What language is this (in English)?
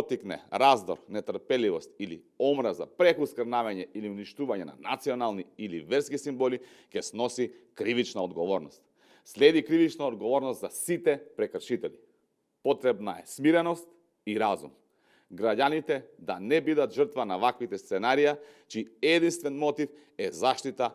Macedonian